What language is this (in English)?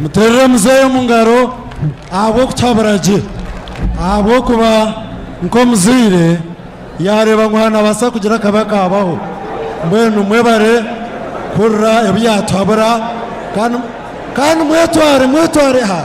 Nyankole